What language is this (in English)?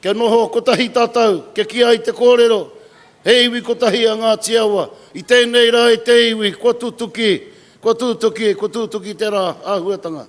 Māori